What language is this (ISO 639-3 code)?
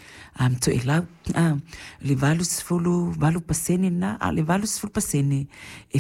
smo